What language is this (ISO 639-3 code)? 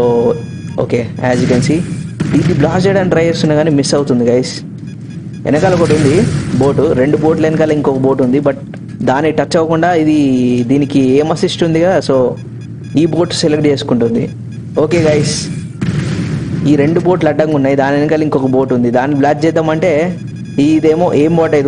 tel